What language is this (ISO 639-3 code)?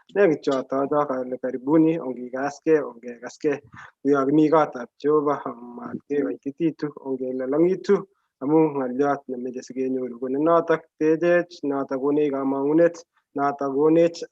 kln